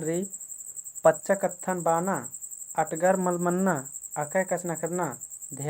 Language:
Kurukh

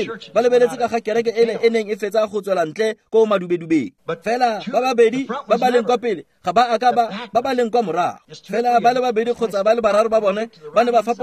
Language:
Tswana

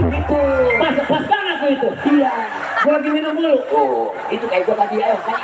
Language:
Betawi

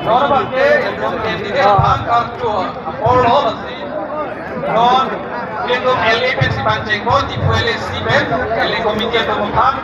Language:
Karbi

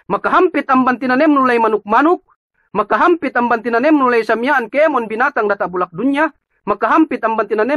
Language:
Yakan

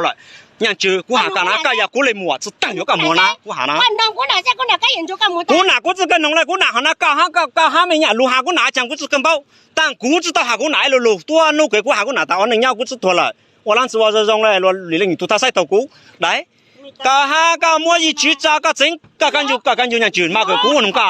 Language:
Hmong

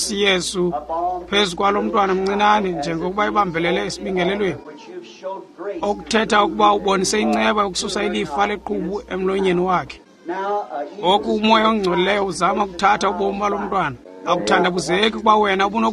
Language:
Xhosa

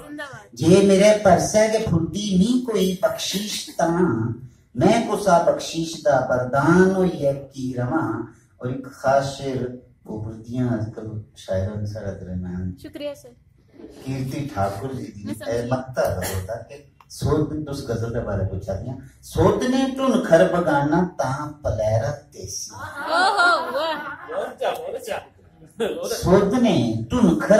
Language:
Dogri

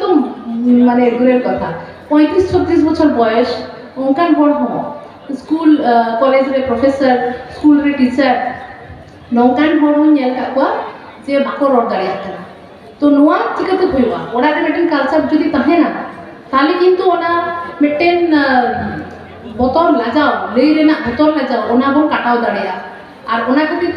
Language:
Santali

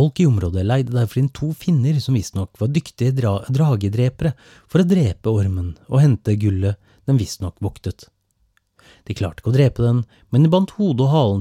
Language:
Norwegian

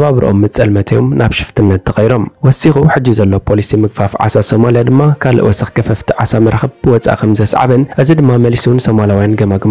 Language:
Tigrinya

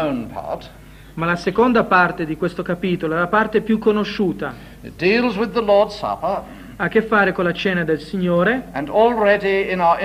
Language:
Italian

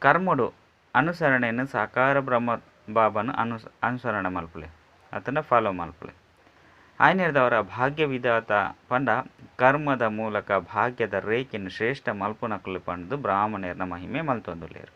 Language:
Tulu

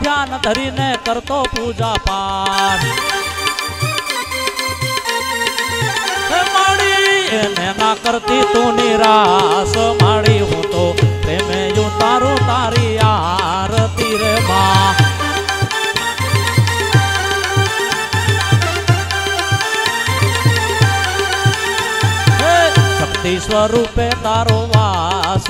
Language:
Gujarati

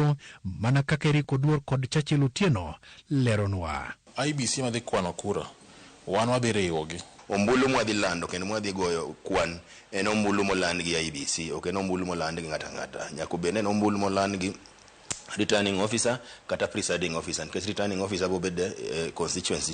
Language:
Luo (Kenya and Tanzania)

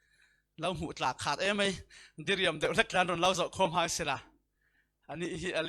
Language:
Falam Chin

